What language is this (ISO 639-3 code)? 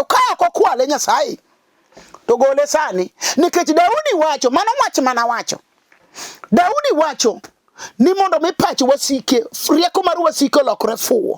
luo